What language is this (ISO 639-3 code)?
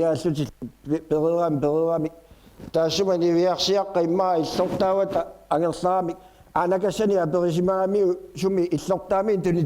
kal